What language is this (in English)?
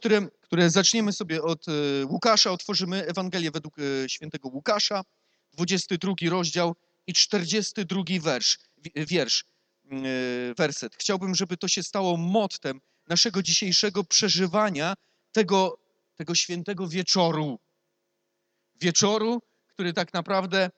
Polish